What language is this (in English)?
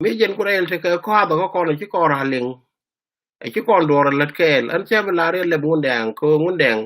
Nuer